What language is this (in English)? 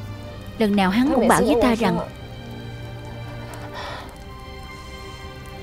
Vietnamese